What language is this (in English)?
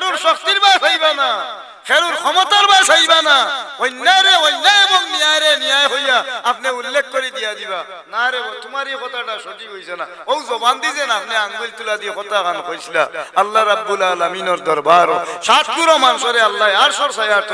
Sylheti